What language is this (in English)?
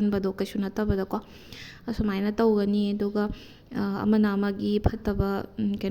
Manipuri